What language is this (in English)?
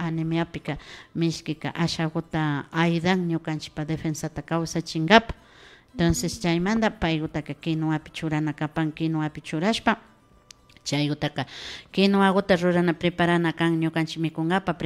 Imbabura Highland Quichua